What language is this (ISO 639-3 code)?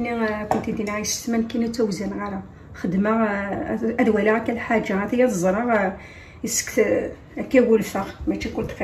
kab